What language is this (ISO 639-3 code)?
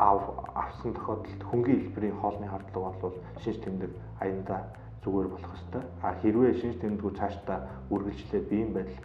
mon